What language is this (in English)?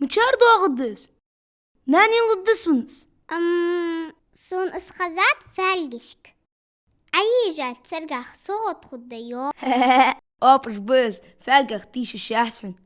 Ingush